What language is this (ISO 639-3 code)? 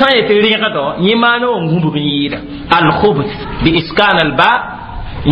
mos